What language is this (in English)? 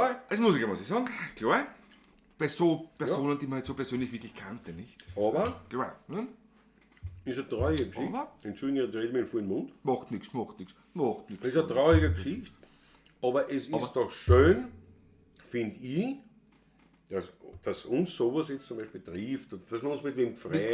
Bavarian